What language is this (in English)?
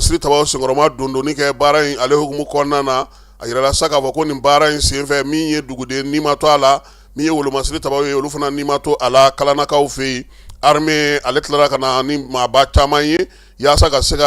Bambara